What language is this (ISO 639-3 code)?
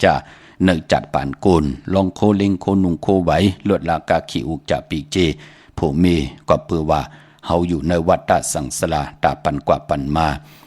shn